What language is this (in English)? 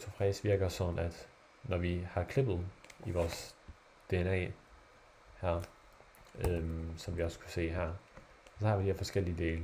Danish